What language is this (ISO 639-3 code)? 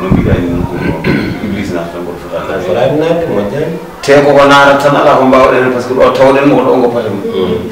ful